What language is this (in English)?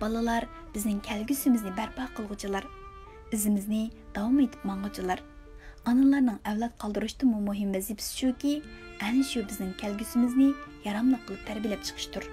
Uyghur